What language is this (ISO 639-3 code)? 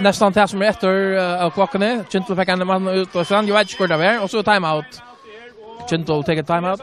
fao